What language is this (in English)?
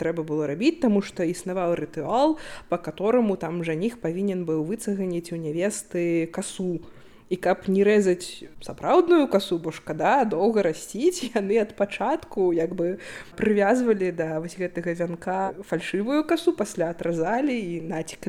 Belarusian